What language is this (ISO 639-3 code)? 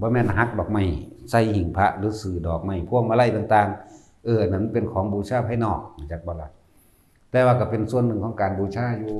tts